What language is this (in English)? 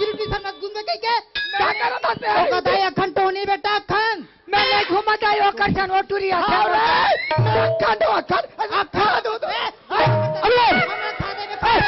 Chhattisgarhi